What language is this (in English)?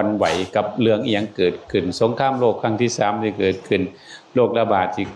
Northeastern Thai